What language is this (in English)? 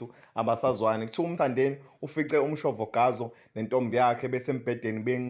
Zulu